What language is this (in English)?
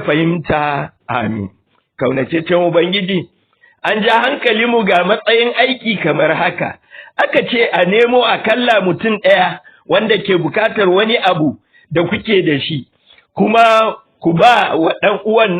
Hausa